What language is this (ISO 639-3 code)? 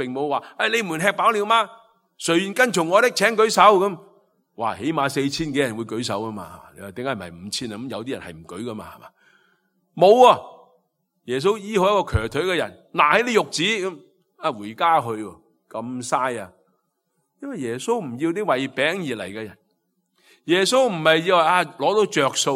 yue